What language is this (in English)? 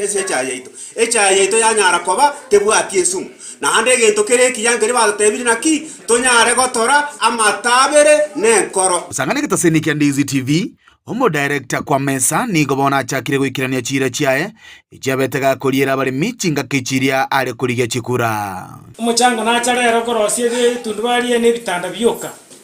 Gusii